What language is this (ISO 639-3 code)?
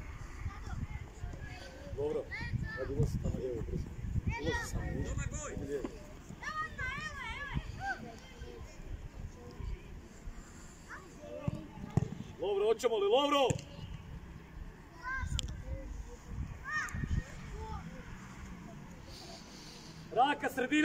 hrv